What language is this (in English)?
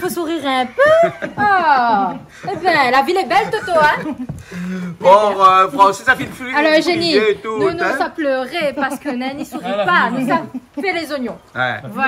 Réunion Creole French